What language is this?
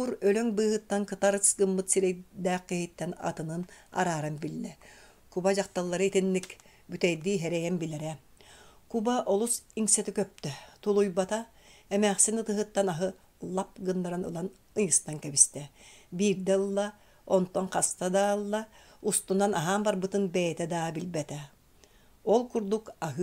Yakut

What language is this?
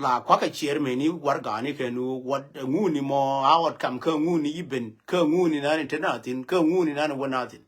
Nuer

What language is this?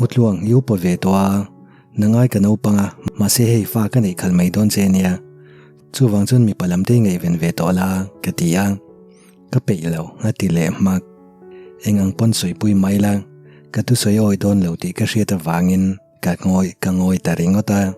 Mizo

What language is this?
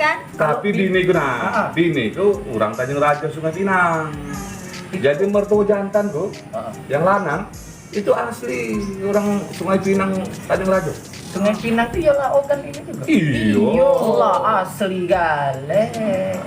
Musi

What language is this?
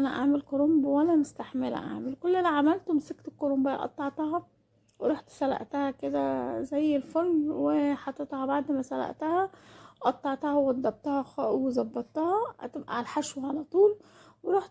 Egyptian Arabic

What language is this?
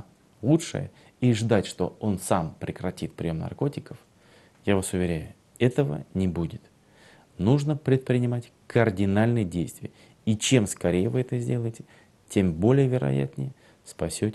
Russian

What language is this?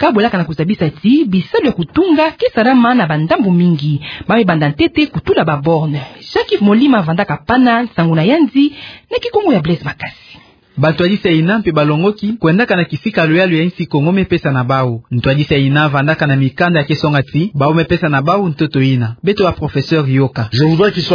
Kituba (Democratic Republic of Congo)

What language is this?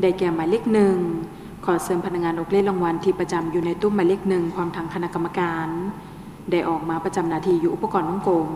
Lao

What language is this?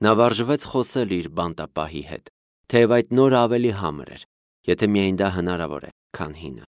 Armenian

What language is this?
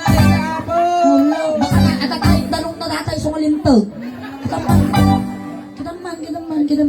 Iloko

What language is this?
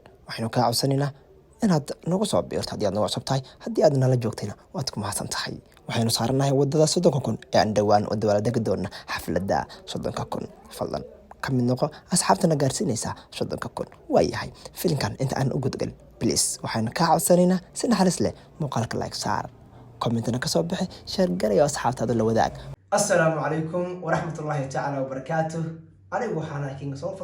Somali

